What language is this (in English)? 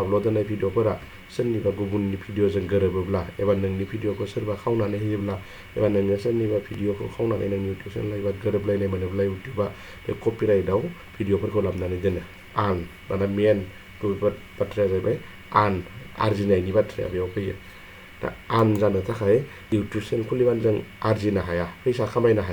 Bodo